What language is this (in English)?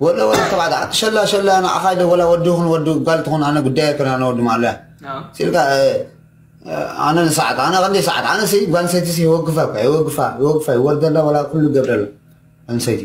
Tigrinya